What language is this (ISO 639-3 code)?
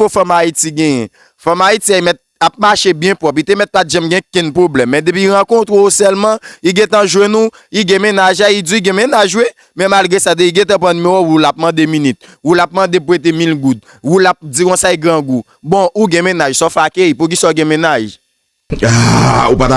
hat